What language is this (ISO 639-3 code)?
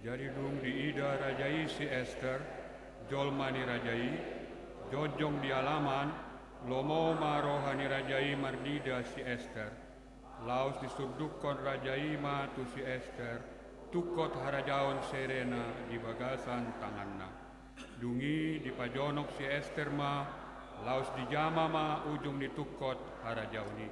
bbc